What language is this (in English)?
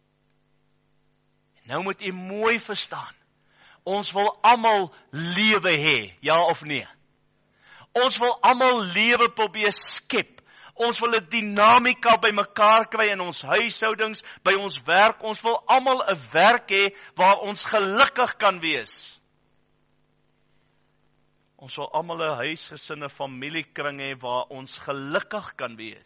Afrikaans